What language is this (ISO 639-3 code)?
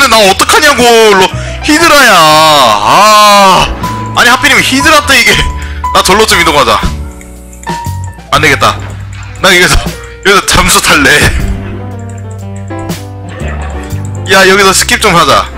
kor